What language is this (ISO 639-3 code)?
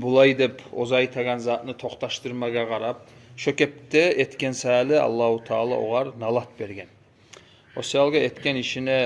kum